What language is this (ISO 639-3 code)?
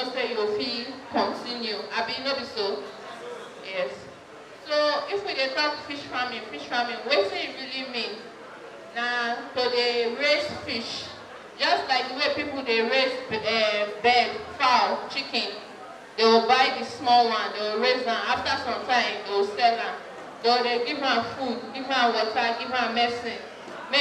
pcm